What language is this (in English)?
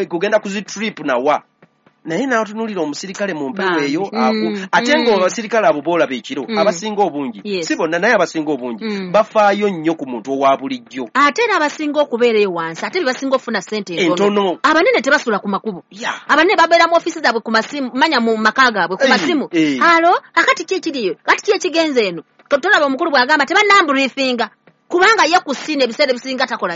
Ganda